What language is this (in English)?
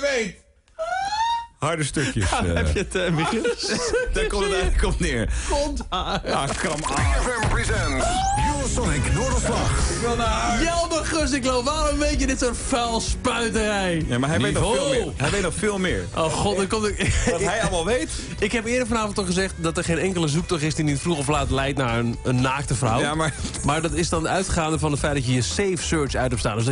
Dutch